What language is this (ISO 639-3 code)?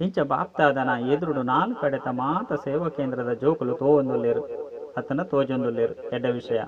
tcy